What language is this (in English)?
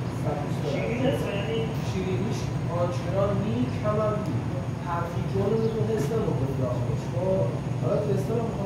Persian